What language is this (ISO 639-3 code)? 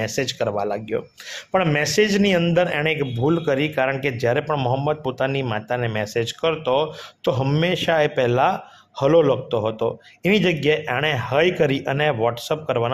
guj